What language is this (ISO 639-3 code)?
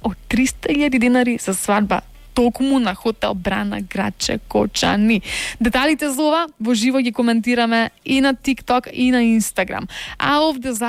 mkd